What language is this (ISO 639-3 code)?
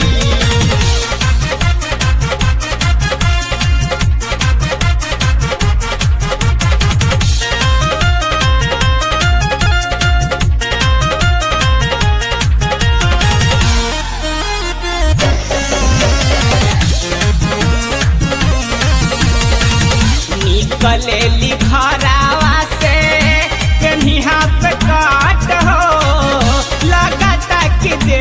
bho